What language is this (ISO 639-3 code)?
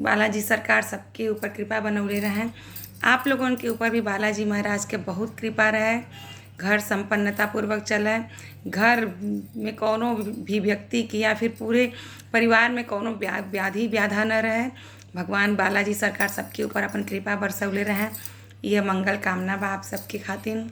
bho